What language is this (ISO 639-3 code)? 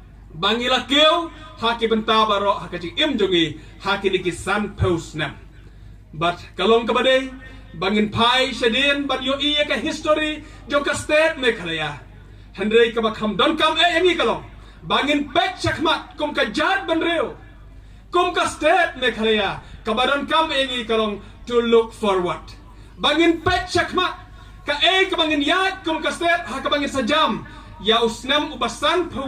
kha